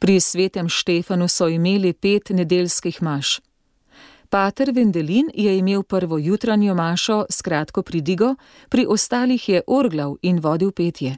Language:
Slovenian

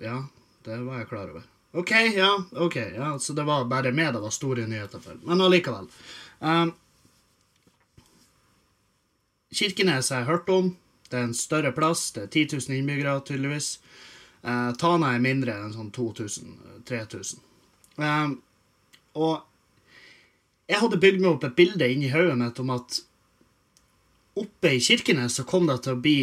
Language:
Norwegian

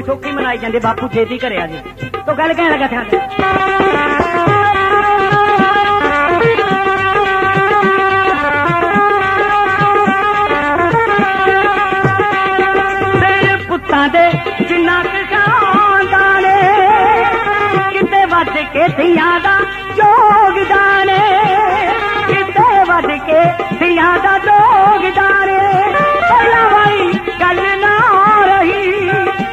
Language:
Punjabi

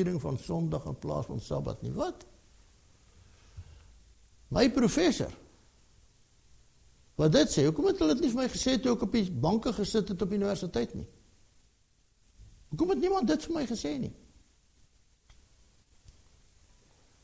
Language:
Afrikaans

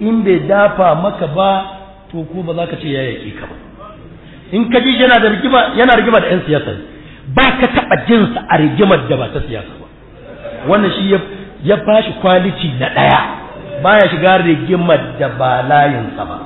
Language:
Hausa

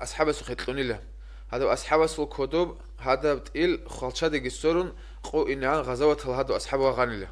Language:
Avaric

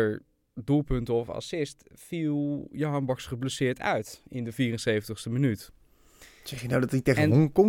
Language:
Dutch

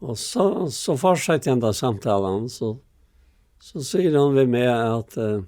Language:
Faroese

